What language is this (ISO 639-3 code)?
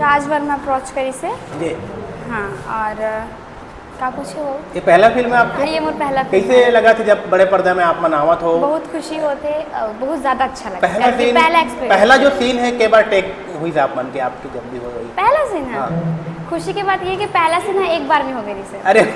hne